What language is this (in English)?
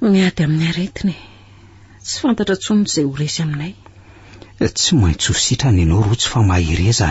Malagasy